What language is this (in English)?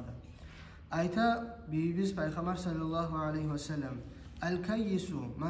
Kumyk